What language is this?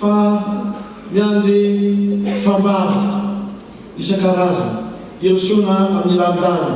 Malagasy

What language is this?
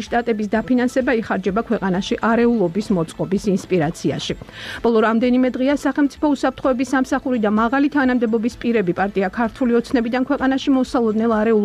Georgian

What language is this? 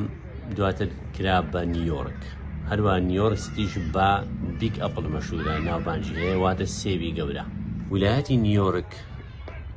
Central Kurdish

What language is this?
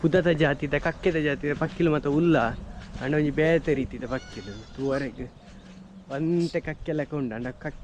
Tulu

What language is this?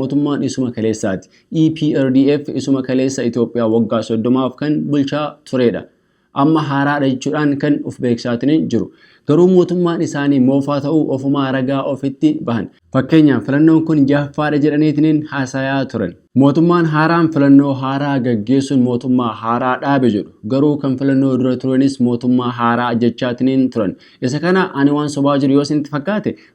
Oromo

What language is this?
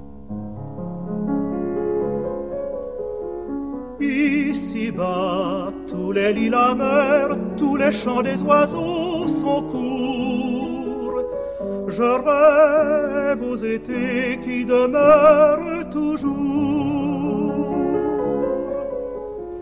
French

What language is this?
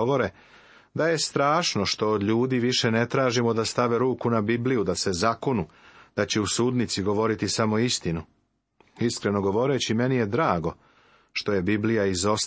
Serbian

